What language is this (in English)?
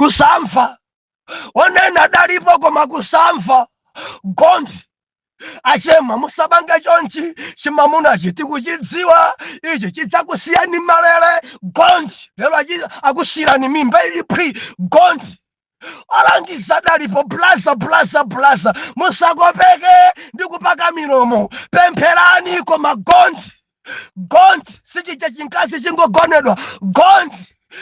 Nyanja